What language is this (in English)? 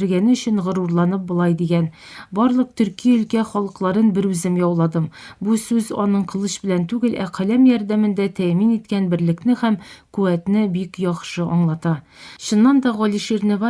Tatar